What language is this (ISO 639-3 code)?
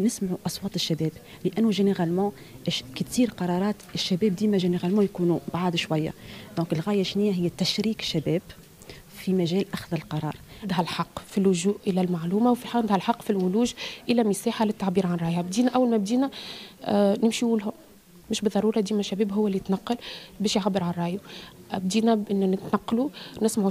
aeb